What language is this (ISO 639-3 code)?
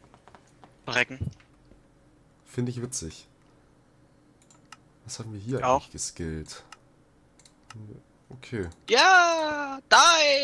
deu